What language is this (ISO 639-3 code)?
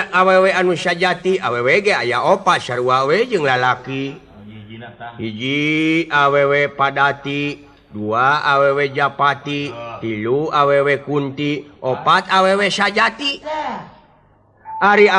sun